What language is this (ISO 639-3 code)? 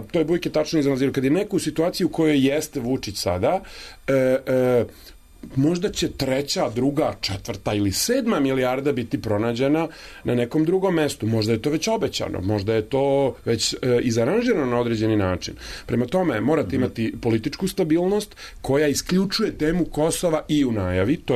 srp